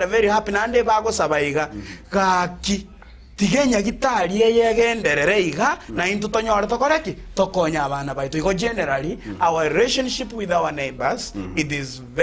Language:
Gusii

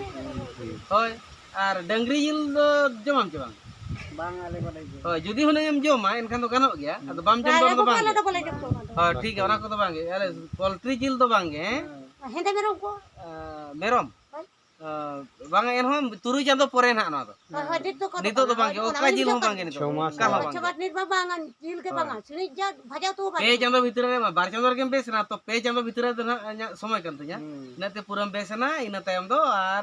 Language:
Santali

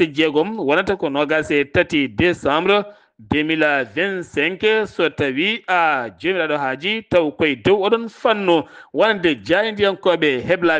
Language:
Fula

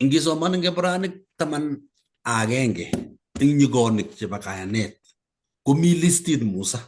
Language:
Kalenjin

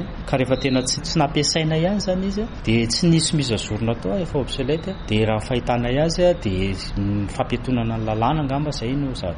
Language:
Malagasy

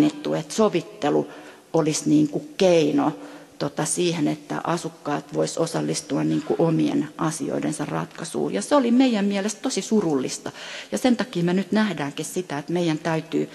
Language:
Finnish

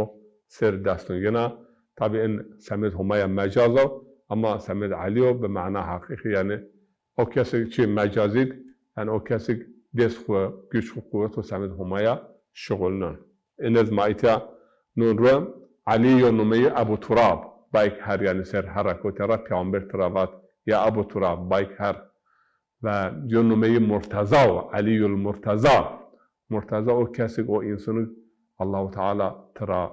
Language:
Zaza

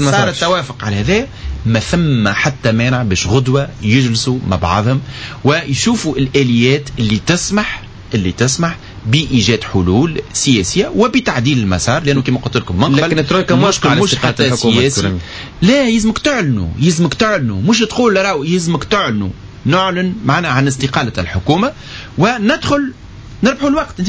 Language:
Tunisian Arabic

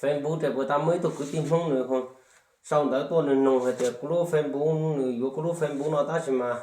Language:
Hmong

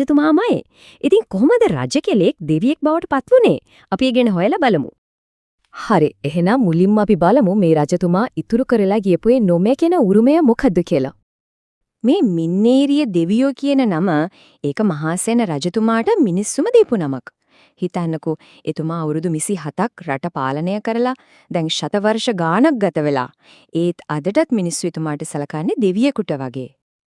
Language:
Sinhala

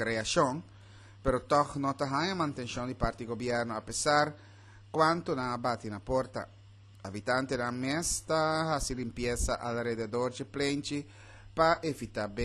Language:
Papiamento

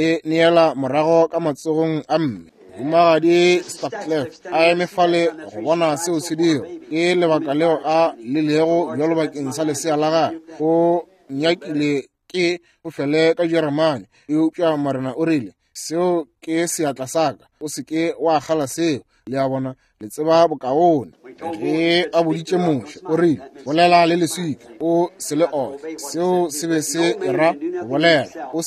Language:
Northern Sotho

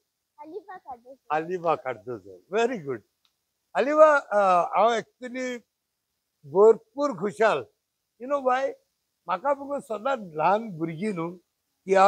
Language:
Konkani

